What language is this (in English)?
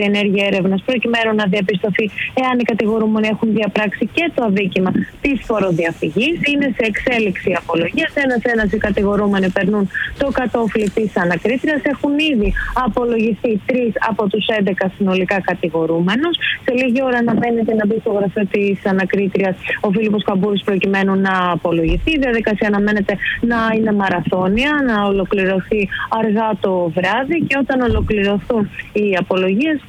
Greek